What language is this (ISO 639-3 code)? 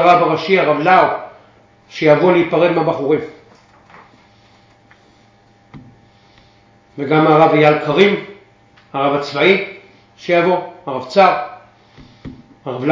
heb